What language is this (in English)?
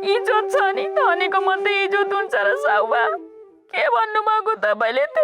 Nepali